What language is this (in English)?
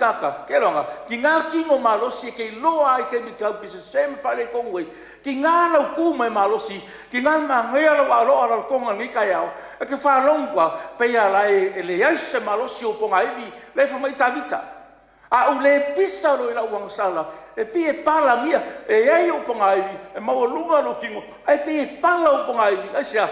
Samoan